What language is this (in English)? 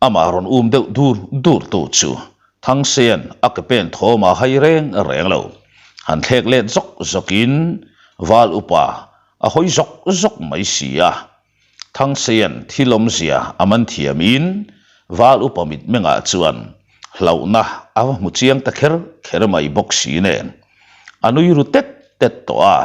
Mizo